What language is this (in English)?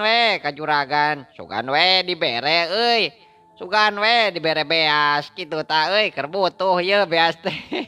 Sundanese